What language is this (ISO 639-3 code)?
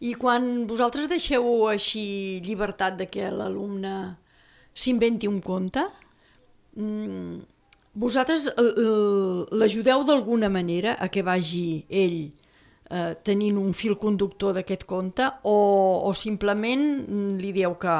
cat